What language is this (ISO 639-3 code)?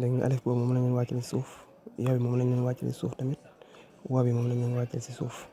wol